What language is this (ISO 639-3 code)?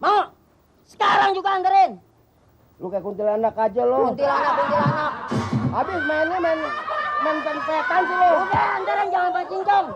bew